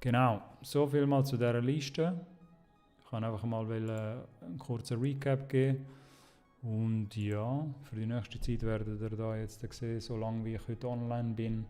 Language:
Swiss German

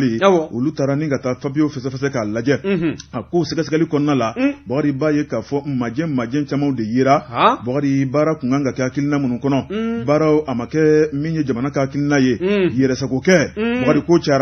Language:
Bambara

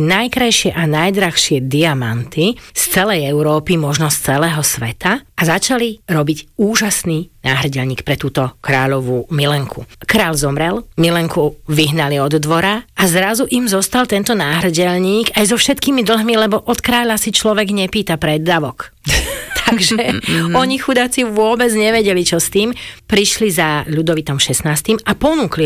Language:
Slovak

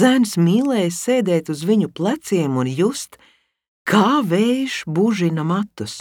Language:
Latvian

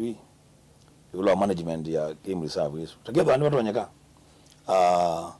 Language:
Kamba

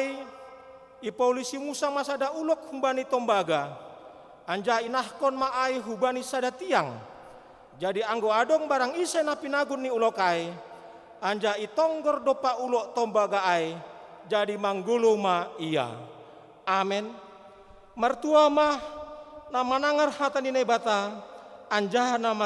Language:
Batak Simalungun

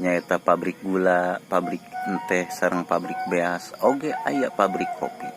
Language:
Sundanese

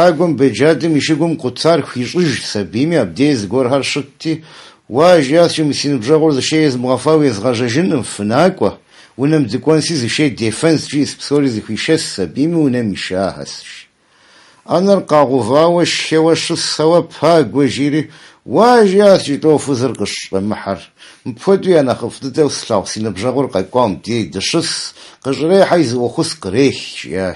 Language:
Kabardian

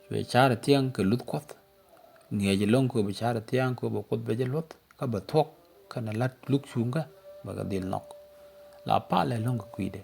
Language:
Nuer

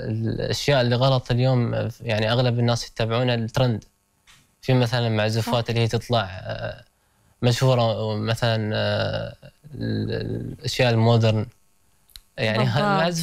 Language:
Gulf Arabic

